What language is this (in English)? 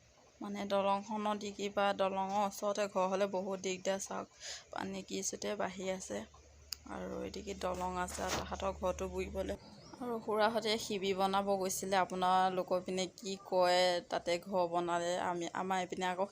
Assamese